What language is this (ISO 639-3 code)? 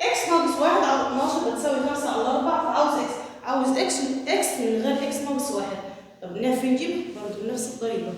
arz